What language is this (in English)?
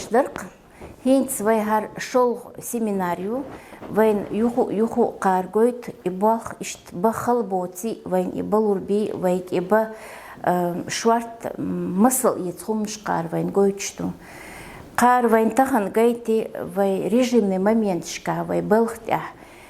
Chechen